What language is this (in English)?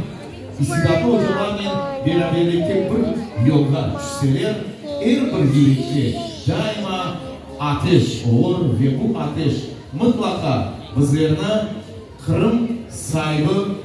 Crimean Tatar